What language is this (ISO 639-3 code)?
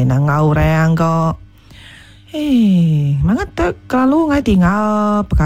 iba